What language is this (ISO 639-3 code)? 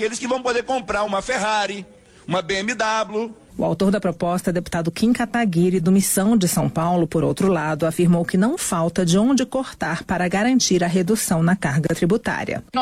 por